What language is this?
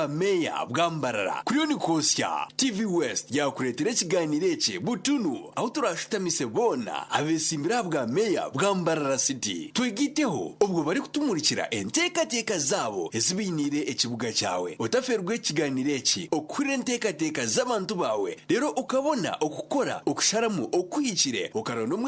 Nyankole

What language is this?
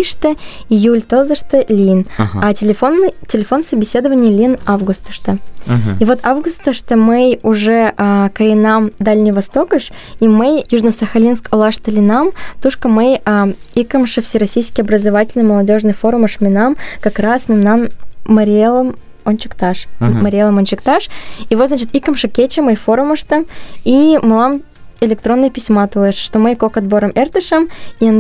Mari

